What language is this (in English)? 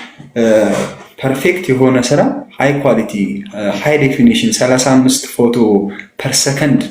Amharic